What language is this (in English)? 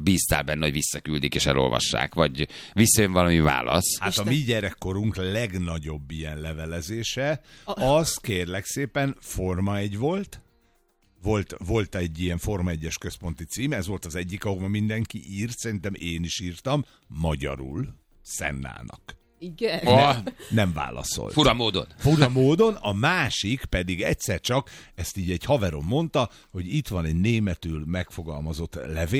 Hungarian